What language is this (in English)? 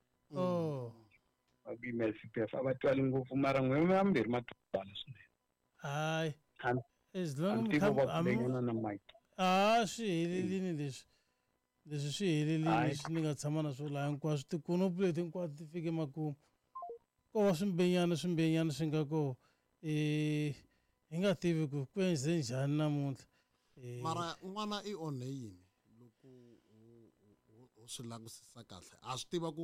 Tsonga